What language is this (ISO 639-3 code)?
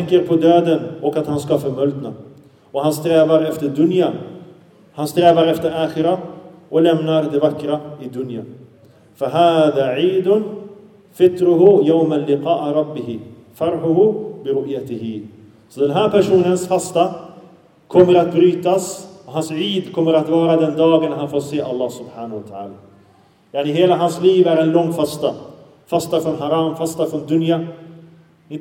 swe